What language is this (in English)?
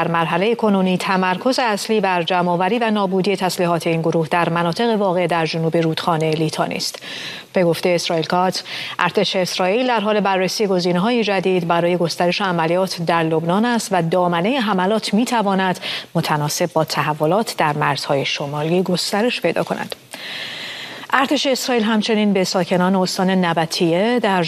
Persian